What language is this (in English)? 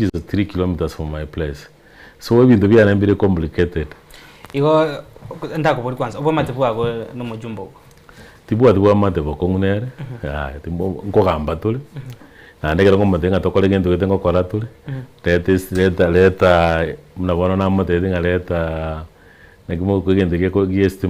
Gusii